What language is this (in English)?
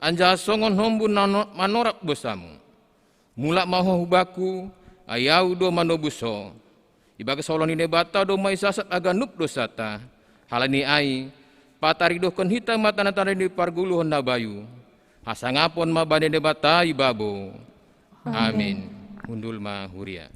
Batak Simalungun